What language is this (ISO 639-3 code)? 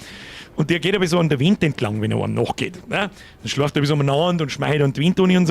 bar